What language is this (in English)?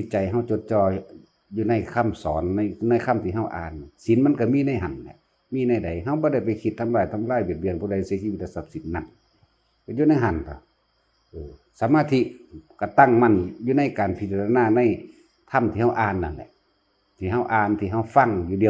Northeastern Thai